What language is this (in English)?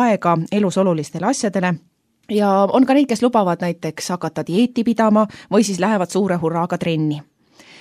Estonian